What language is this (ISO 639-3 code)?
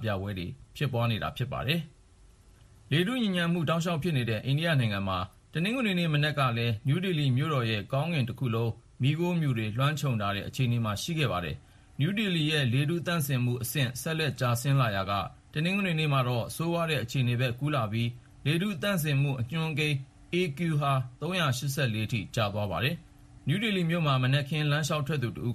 mya